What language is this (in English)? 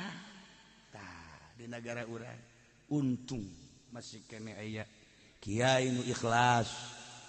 Sundanese